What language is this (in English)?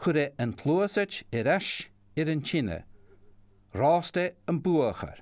Scottish Gaelic